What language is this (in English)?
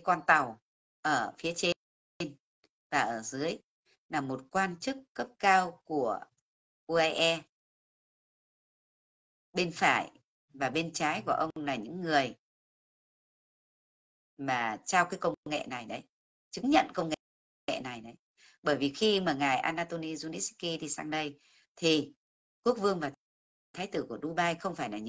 Vietnamese